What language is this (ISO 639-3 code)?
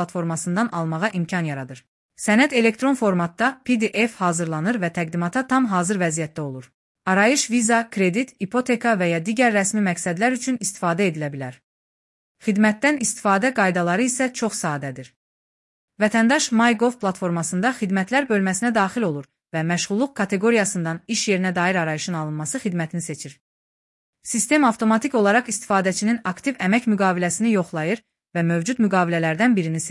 aze